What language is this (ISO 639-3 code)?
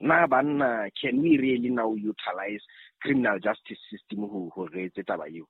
sot